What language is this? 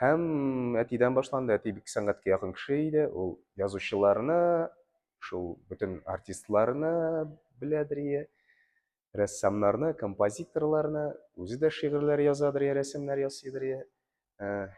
Tatar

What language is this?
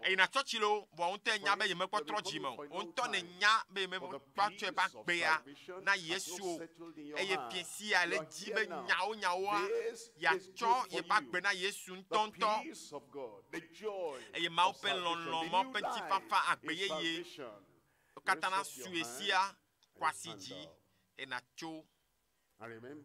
Ewe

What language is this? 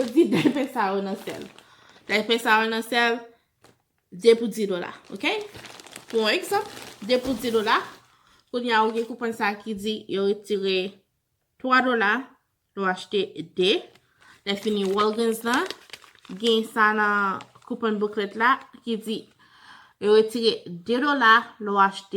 Haitian Creole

